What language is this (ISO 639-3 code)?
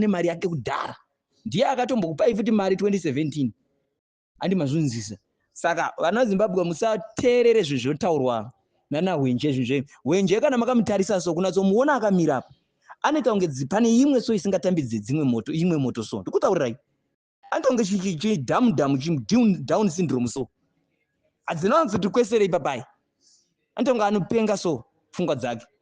sna